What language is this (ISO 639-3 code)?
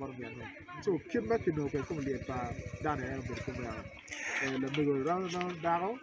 ach